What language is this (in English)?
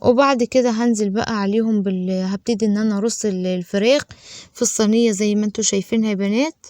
Egyptian Arabic